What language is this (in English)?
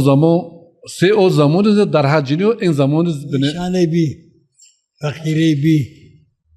Zaza